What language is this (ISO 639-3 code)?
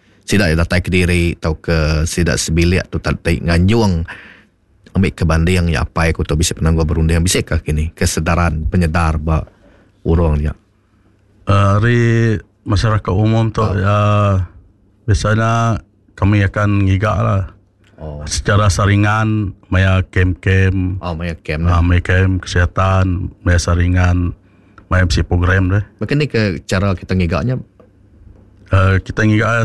iba